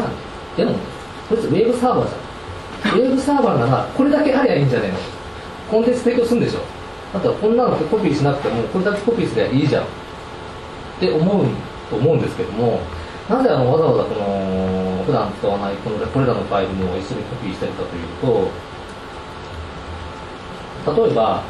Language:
Japanese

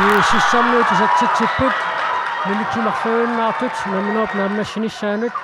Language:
Kalaallisut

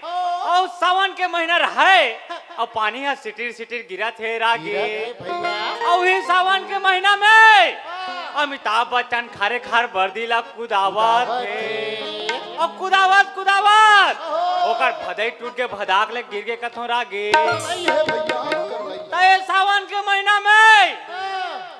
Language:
Chhattisgarhi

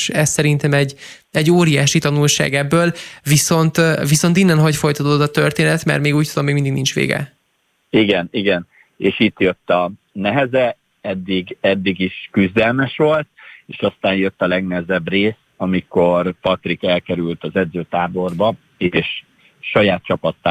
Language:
Hungarian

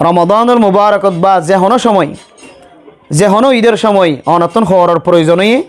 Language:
Rohingya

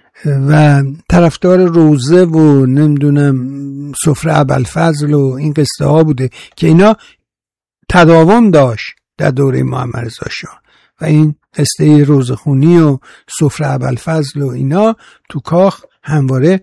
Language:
Persian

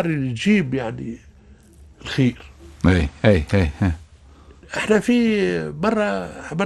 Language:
Tunisian Arabic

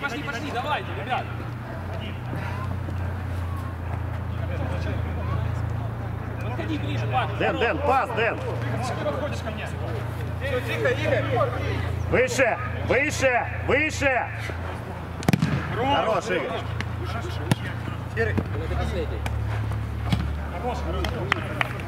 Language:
Russian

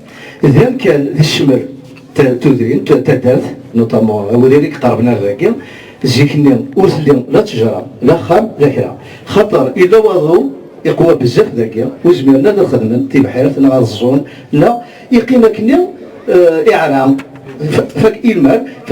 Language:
Kabyle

